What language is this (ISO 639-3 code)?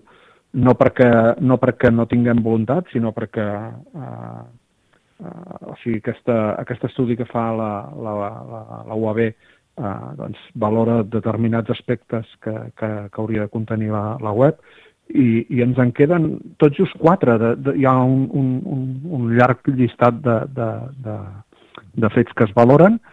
cat